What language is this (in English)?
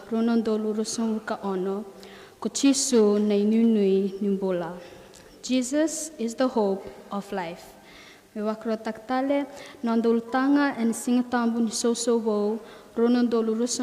Fijian